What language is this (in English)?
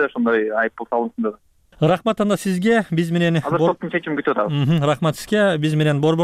Kyrgyz